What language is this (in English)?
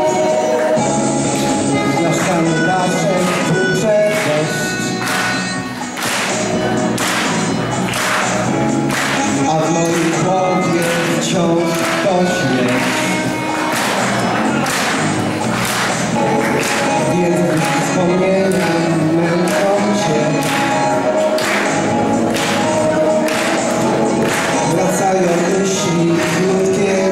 Polish